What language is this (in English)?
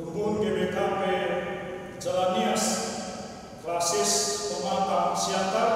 Batak Karo